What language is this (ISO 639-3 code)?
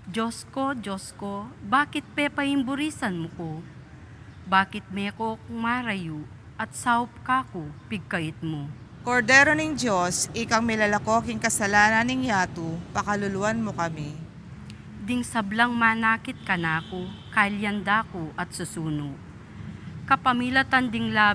pam